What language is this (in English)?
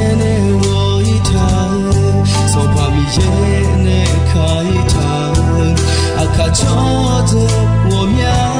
Akha